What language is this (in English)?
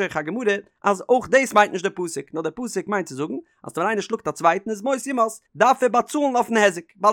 Yiddish